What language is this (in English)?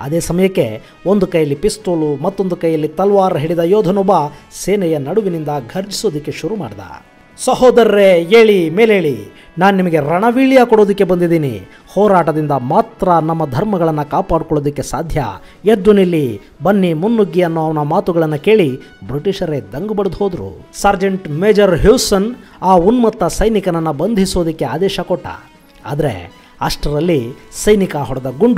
Kannada